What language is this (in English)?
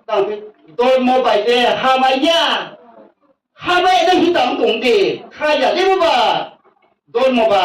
Riang (India)